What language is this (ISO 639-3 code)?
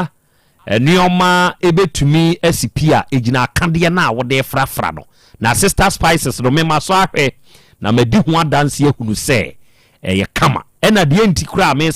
aka